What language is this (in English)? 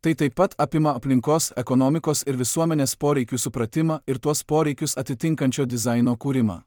Lithuanian